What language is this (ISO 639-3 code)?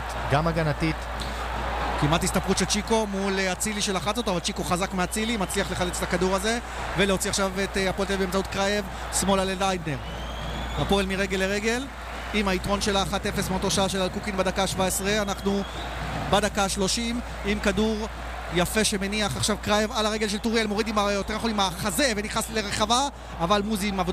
heb